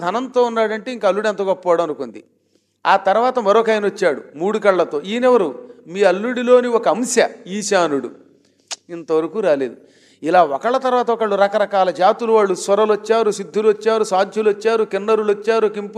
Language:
Telugu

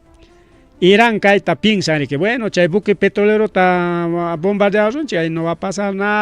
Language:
Ayacucho Quechua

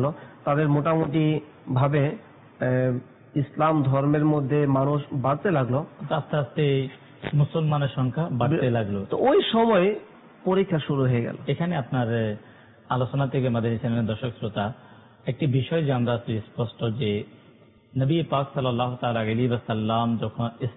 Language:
Bangla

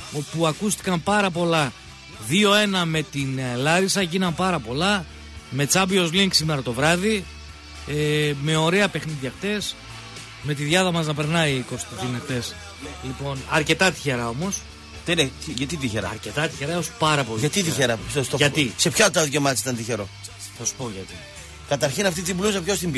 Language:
Greek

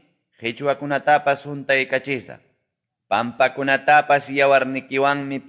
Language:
Quechua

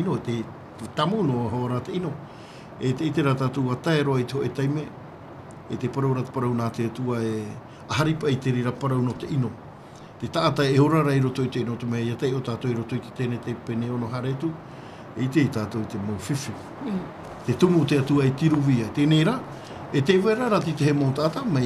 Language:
Tahitian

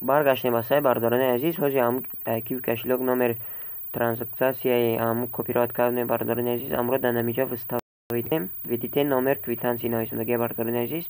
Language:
Tajik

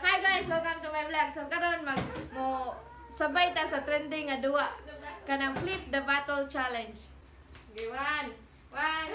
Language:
Cebuano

